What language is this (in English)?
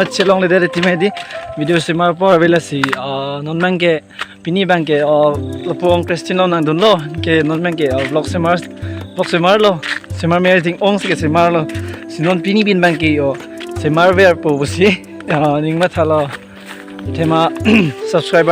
Karbi